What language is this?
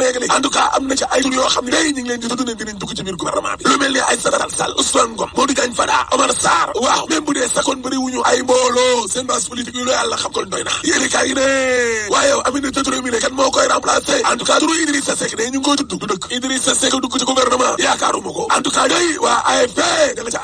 Wolof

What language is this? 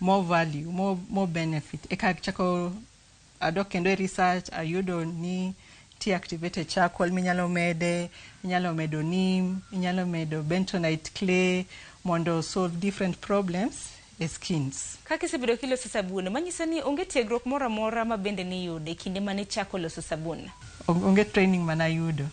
Luo (Kenya and Tanzania)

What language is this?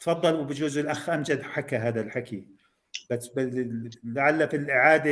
North Levantine Arabic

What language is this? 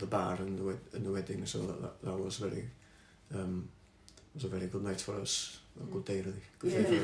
English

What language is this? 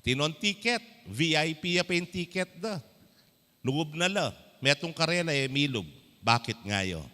Pampanga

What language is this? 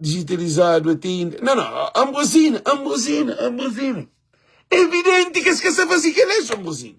Kabuverdianu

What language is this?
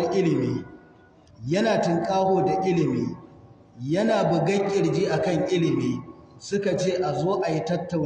Hausa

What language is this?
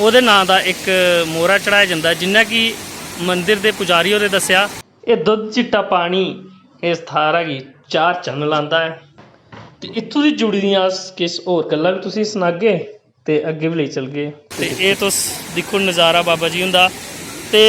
Dogri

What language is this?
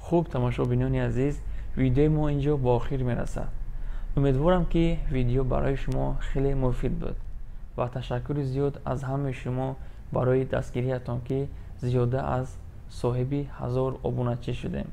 Tajik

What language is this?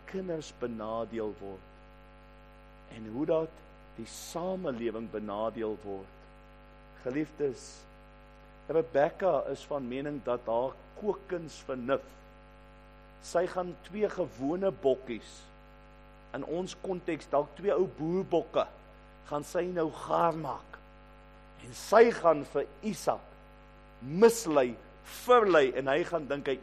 Afrikaans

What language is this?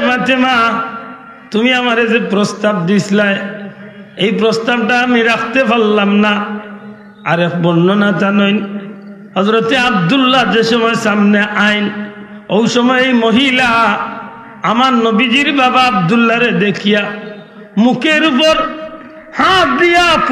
Sylheti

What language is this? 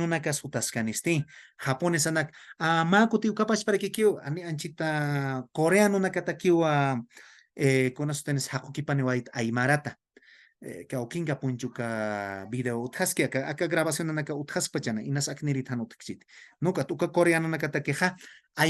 Aymara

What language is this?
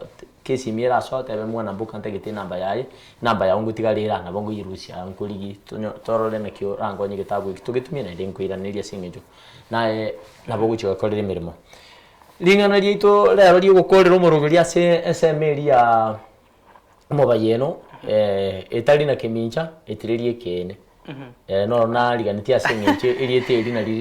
Gusii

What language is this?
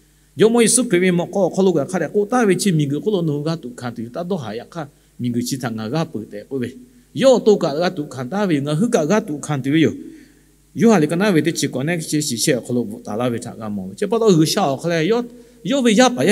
Lahu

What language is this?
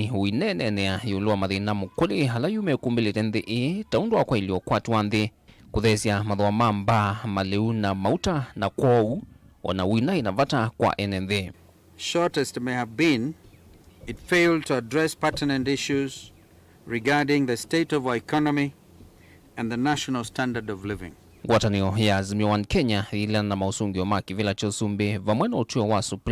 Kamba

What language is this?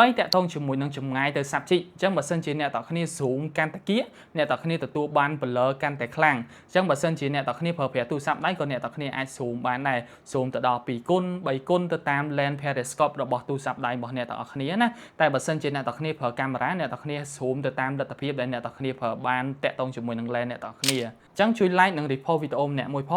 Khmer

